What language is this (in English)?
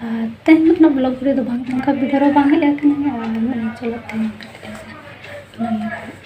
Santali